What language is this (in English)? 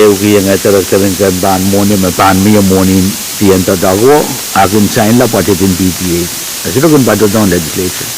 Pohnpeian